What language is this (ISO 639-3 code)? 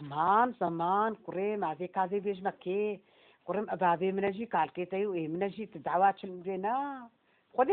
kur